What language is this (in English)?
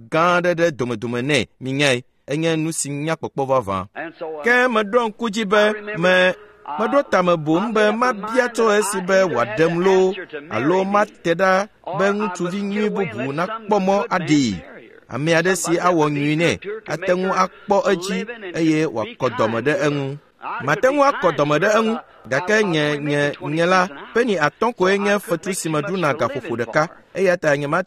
Ewe